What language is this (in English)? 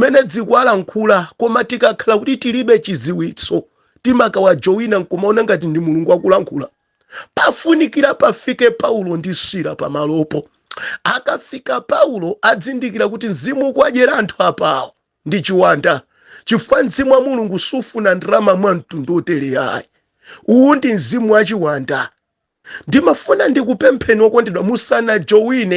Nyanja